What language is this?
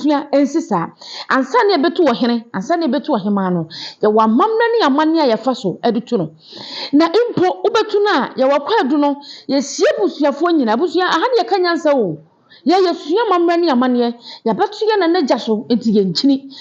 Akan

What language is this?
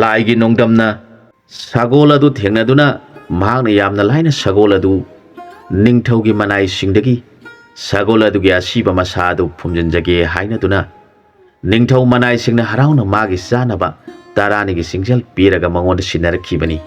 Manipuri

